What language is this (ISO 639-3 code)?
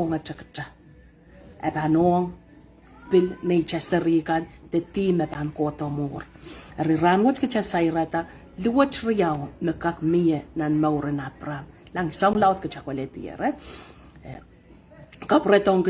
pon